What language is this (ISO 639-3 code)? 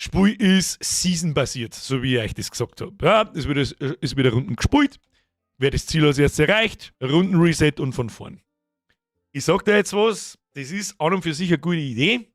bar